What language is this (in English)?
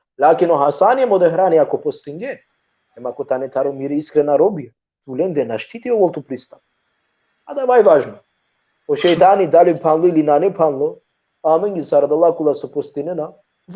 Balkan Romani